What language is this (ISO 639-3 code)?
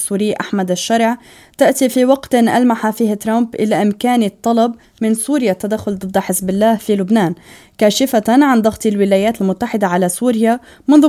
ara